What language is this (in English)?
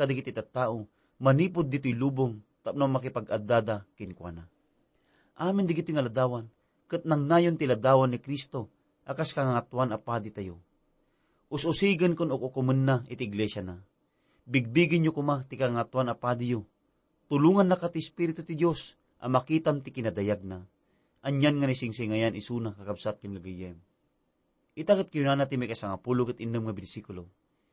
Iloko